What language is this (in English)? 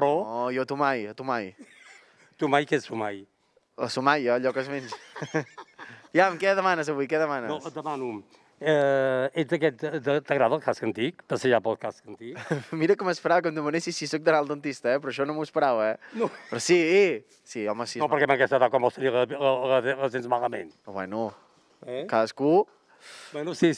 Catalan